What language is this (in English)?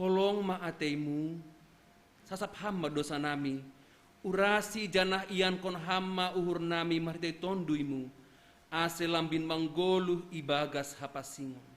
Batak Simalungun